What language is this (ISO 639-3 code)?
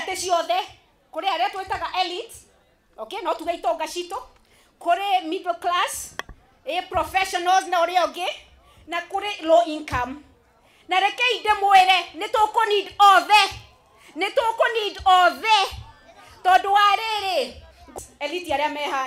kik